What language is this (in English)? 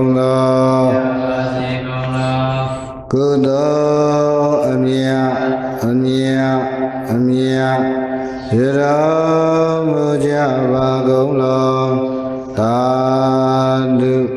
Burmese